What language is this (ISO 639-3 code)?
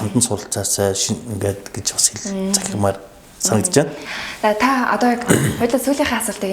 mon